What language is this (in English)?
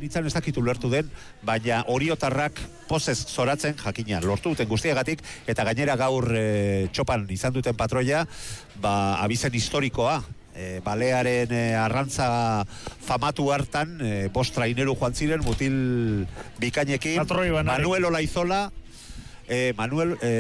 Basque